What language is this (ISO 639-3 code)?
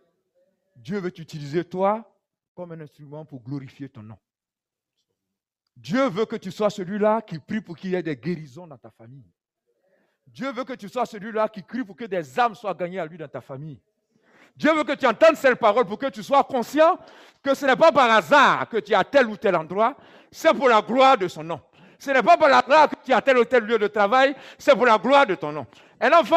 fra